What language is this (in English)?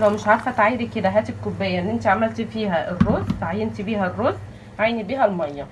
Egyptian Arabic